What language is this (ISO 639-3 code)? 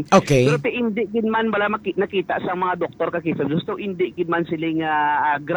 hil